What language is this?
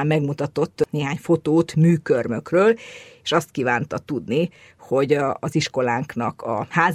Hungarian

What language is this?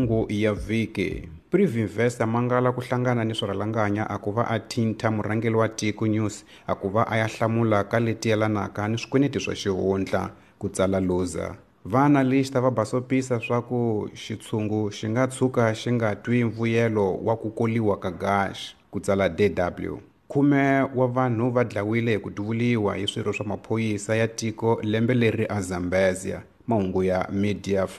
Tsonga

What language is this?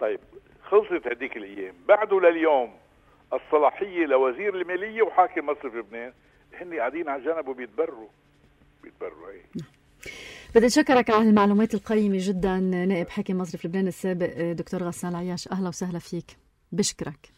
North Levantine Arabic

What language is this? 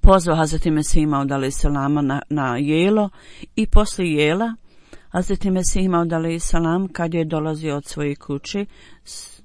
Bosnian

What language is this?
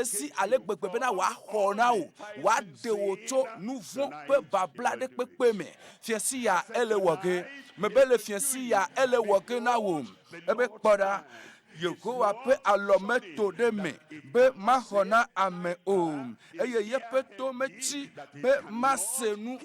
Ewe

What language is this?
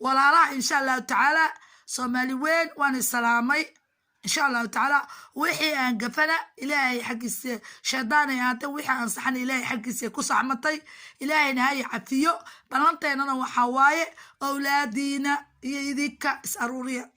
Somali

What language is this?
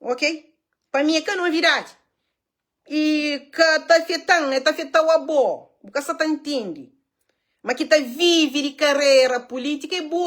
Kabuverdianu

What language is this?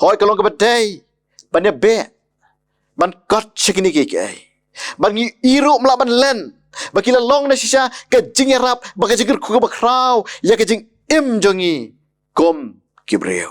Khasi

